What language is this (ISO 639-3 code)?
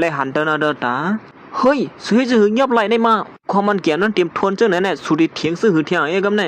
shn